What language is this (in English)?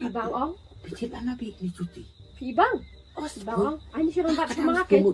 Khasi